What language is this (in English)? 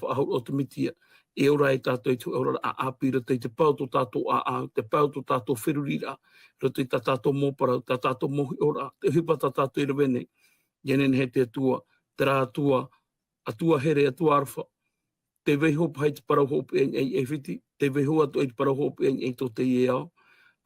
Tahitian